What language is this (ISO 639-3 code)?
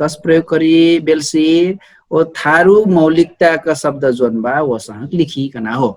thl